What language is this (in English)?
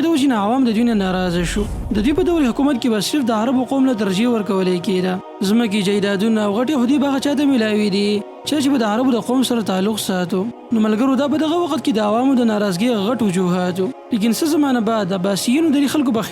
Pashto